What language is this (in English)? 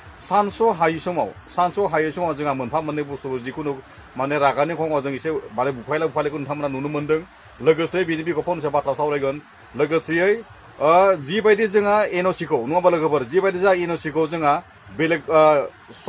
Bodo